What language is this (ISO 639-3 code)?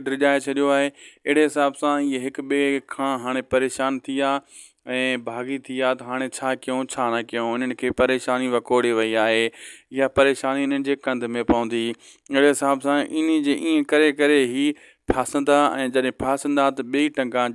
snd